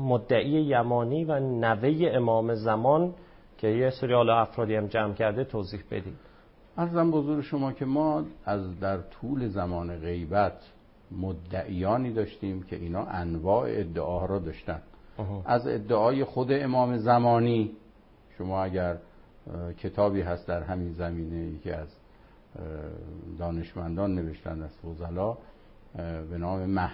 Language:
Persian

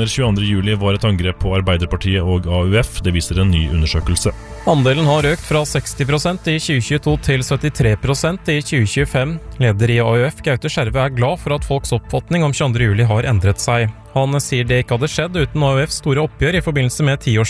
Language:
Norwegian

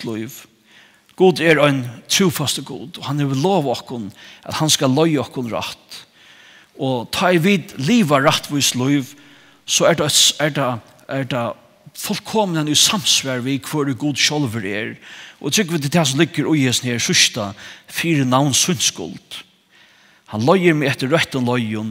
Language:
Faroese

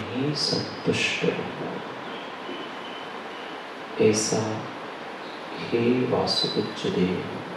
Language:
Hindi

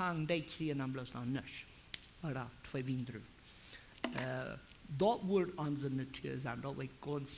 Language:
Plautdietsch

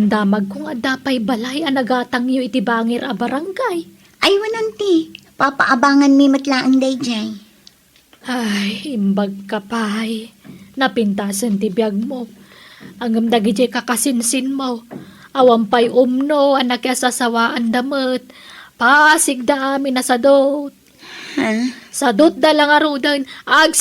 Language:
Iloko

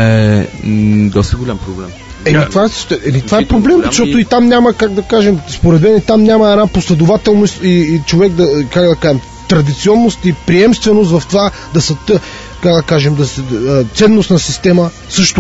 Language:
Bulgarian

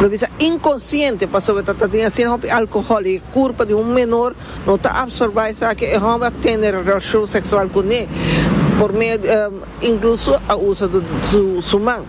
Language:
Papiamento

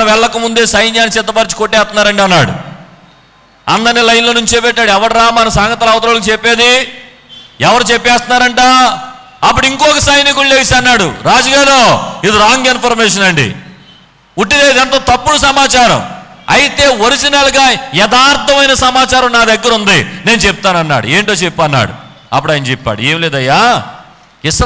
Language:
Telugu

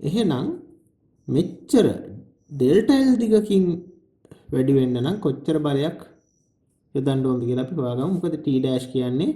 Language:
Sinhala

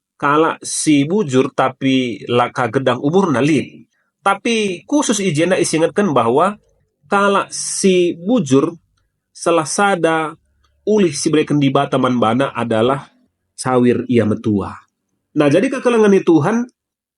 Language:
Batak Karo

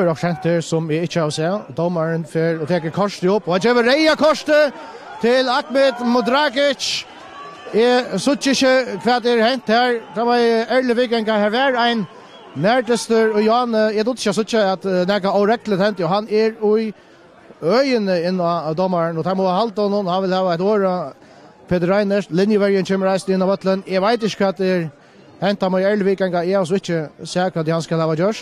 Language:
Faroese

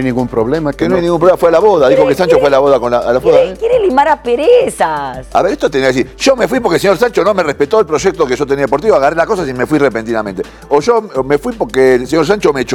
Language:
Spanish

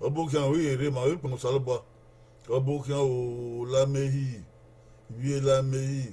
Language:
Bini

